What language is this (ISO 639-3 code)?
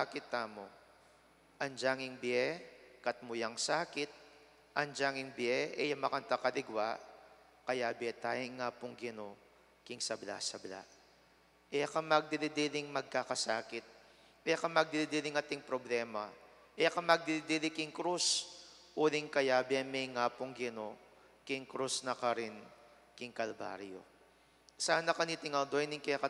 pam